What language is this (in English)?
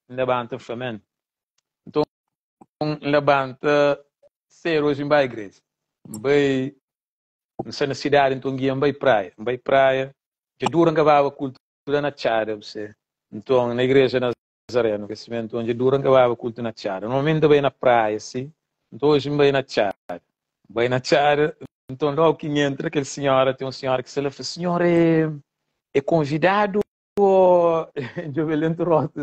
Kabuverdianu